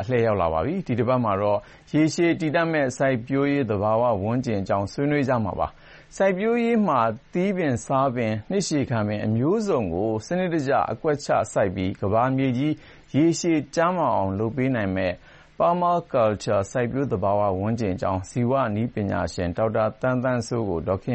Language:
Burmese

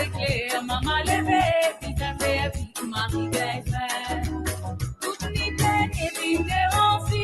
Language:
Morisyen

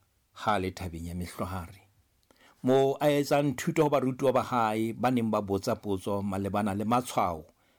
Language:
Southern Sotho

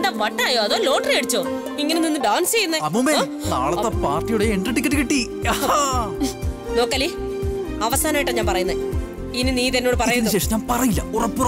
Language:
Malayalam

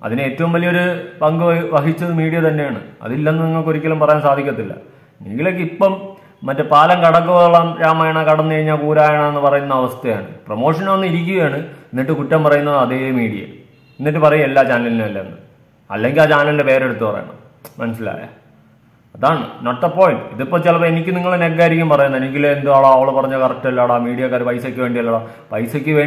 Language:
Malayalam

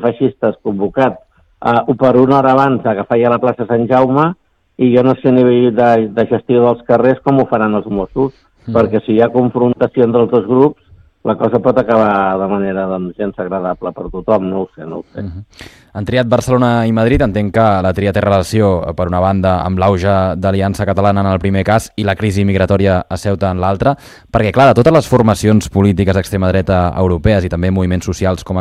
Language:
Catalan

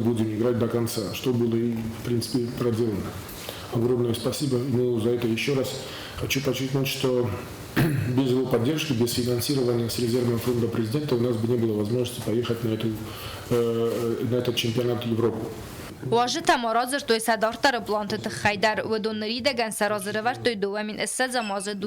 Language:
Ossetic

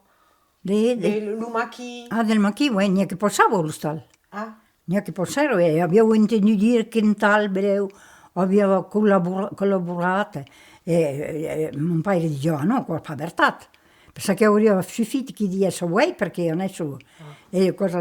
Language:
Occitan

